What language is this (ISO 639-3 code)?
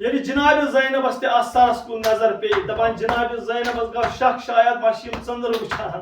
kas